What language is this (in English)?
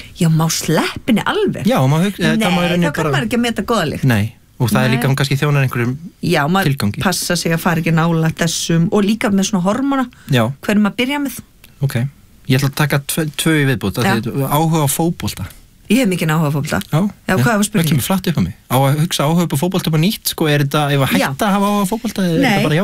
Icelandic